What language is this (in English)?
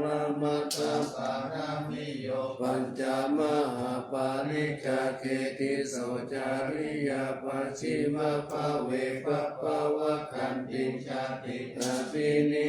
Pali